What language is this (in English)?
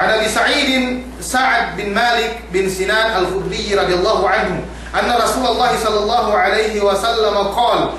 Yakan